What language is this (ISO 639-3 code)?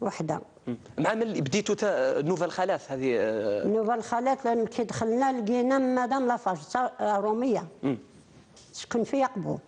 arq